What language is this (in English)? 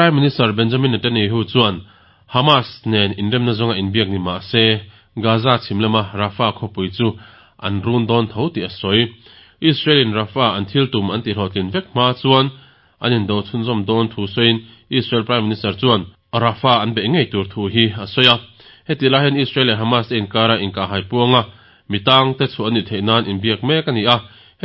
Mizo